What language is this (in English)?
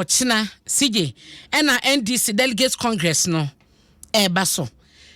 Akan